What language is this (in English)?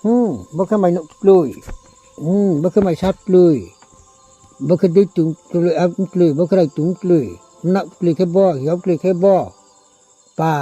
Riang (India)